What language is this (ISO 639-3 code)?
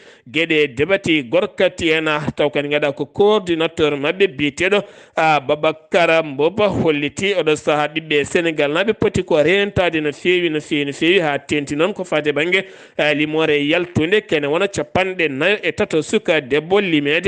ful